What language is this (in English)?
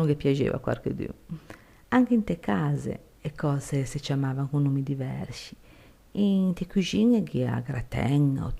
Ligurian